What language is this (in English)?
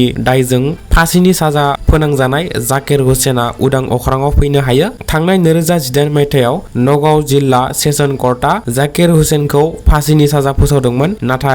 Bodo